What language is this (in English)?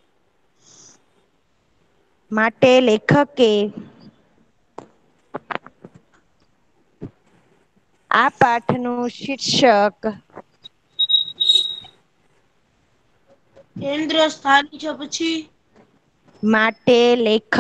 Gujarati